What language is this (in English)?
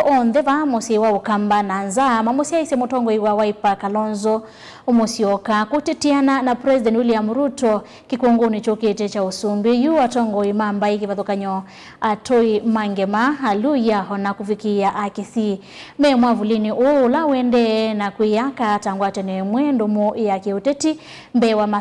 Kamba